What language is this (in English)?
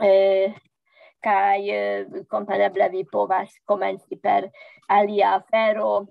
Esperanto